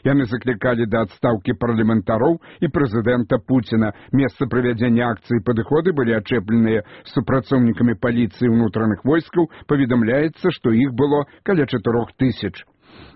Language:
Belarusian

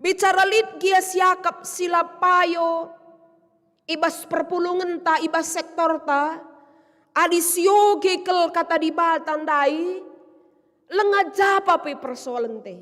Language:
Batak Karo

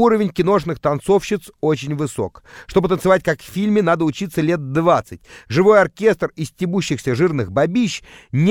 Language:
Russian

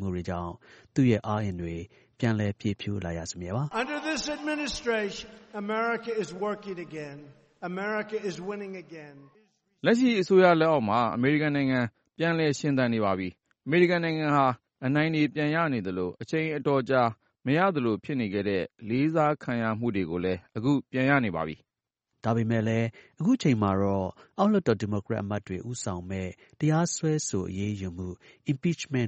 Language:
Burmese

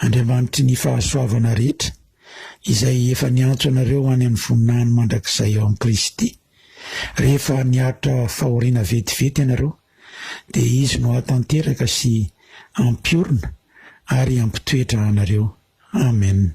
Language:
Malagasy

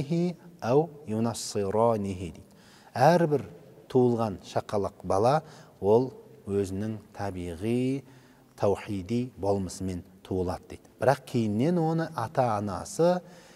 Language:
Kazakh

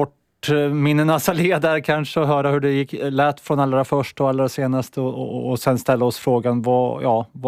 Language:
Swedish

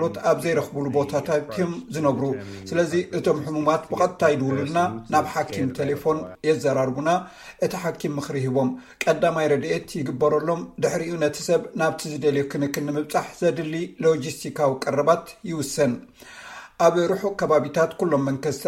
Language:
Tigrinya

